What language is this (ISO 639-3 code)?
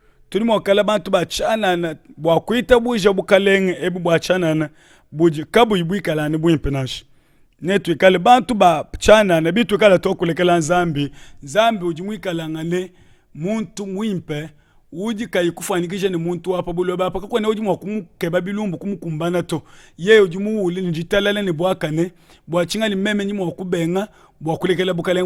lua